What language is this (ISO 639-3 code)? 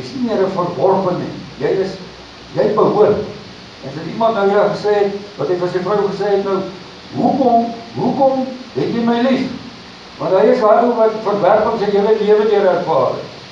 afr